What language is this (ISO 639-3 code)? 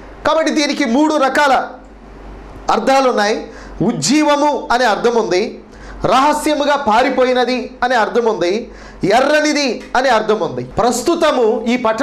tel